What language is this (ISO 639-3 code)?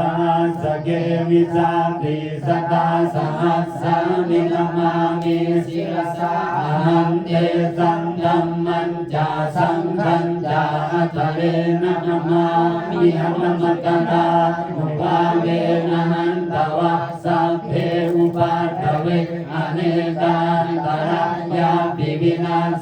pli